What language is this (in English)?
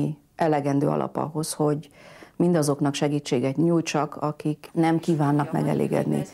Hungarian